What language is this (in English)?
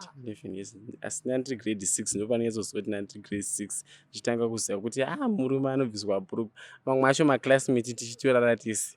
Shona